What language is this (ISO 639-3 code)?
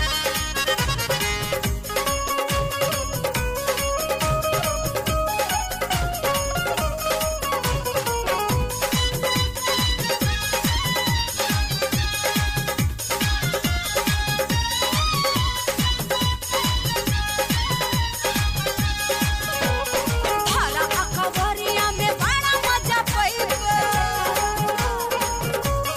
bho